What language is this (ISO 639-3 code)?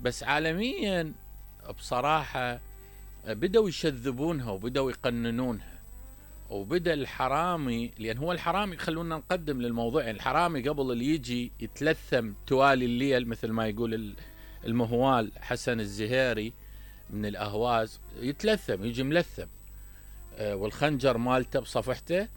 acm